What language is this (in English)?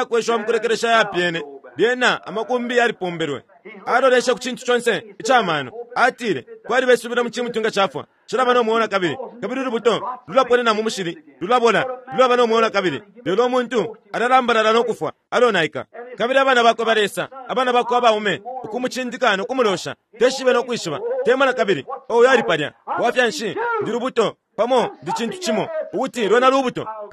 Bemba